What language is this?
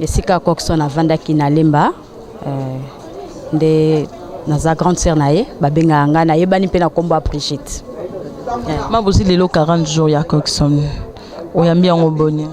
Lingala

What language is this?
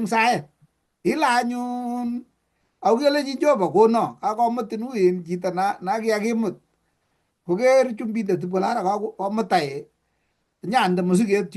Kalenjin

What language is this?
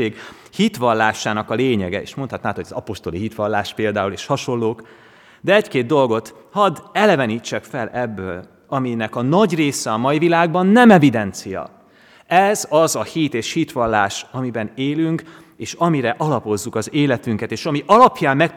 Hungarian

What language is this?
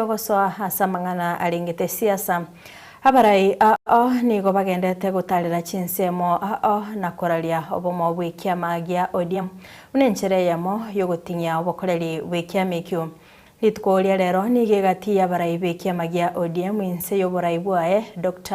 Gusii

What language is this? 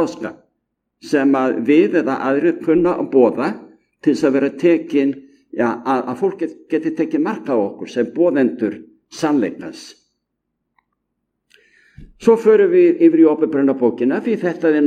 Icelandic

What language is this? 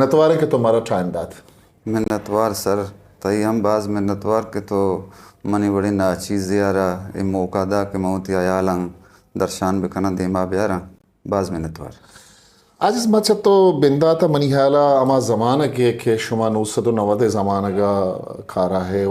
Eastern Balochi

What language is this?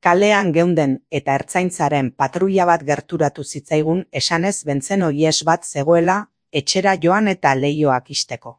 Basque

